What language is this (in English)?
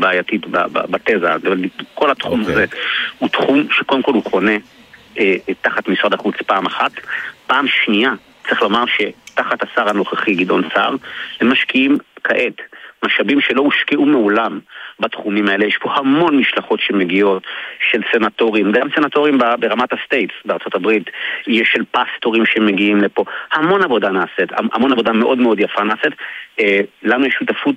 Hebrew